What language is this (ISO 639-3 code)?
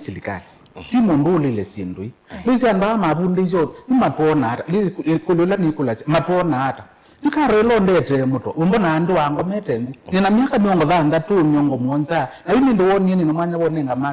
kam